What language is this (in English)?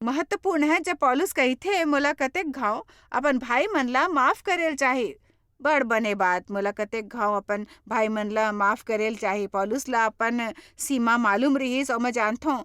Chhattisgarhi